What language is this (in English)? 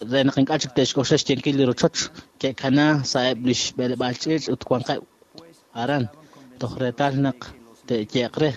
Kekchí